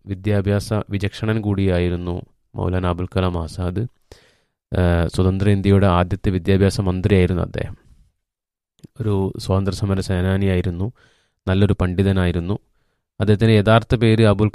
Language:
Malayalam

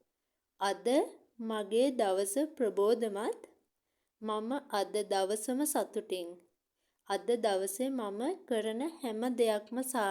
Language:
Sinhala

